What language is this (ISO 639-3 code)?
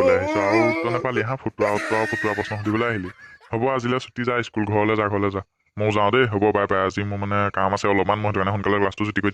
asm